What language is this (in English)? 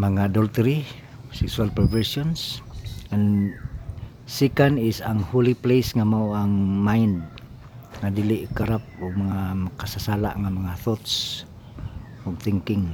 Cebuano